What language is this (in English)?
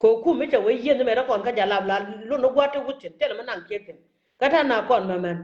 Nuer